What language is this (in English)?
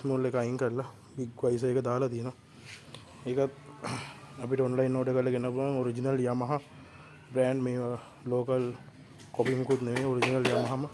Sinhala